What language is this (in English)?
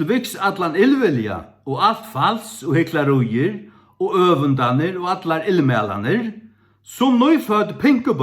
Faroese